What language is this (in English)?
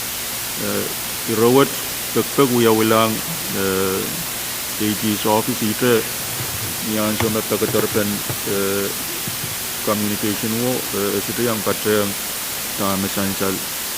Pohnpeian